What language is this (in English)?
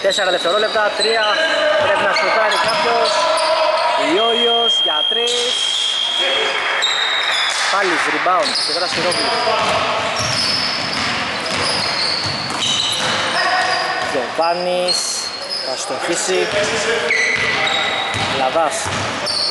Greek